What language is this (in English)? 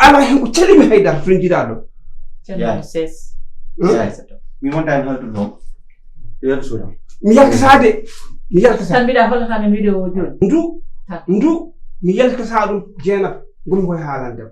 Fula